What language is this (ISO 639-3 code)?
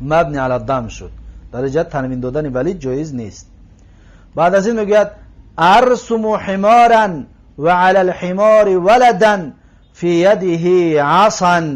tgk